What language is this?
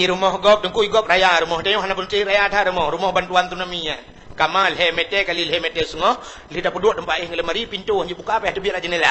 Achinese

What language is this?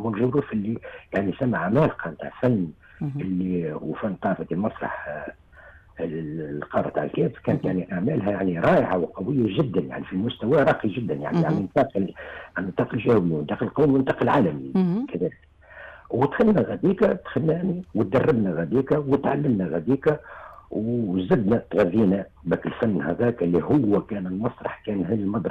Tunisian Arabic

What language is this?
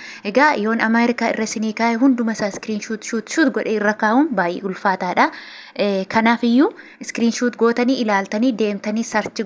Oromo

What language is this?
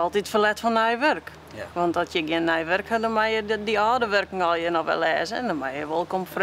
Western Frisian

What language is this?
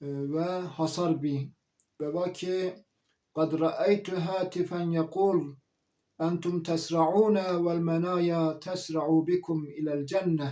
Zaza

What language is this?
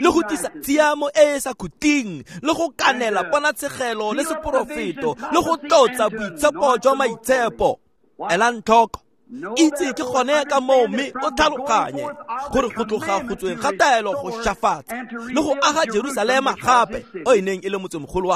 Tswana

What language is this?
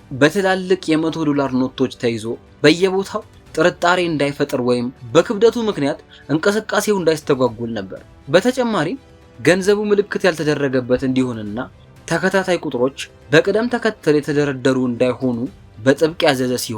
Amharic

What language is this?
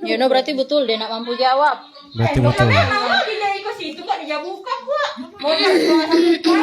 Manado Malay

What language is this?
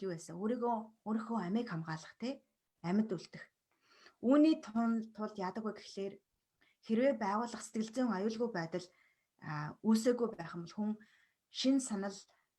Mongolian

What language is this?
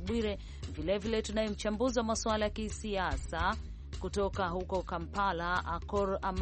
Swahili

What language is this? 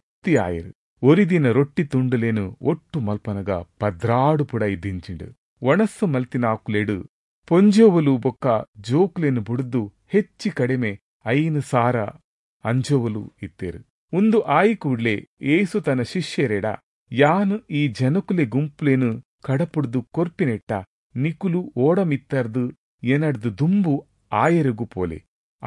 Tulu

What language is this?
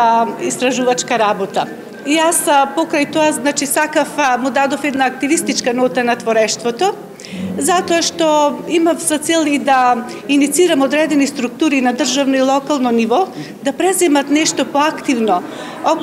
Macedonian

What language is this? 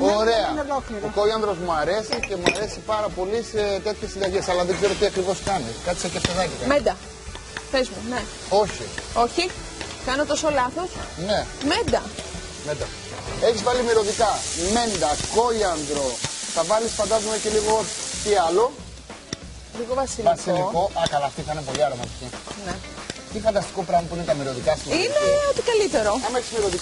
Greek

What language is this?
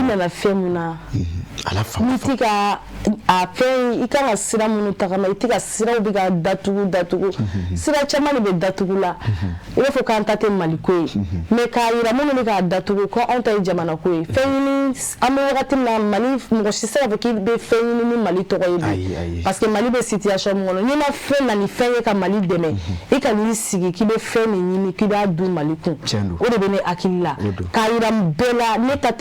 Bambara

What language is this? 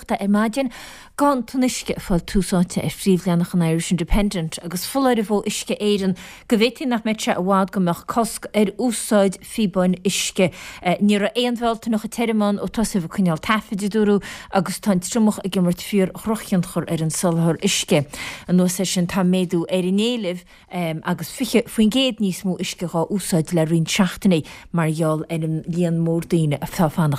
Irish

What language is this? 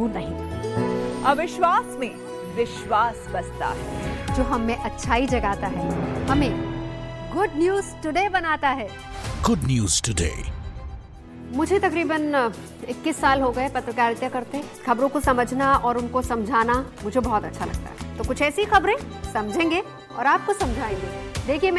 Hindi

